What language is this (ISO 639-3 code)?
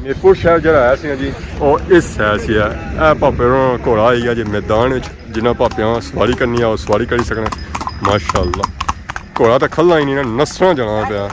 phr